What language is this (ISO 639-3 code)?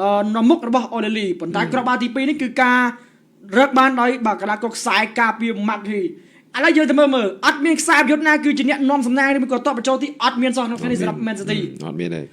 khm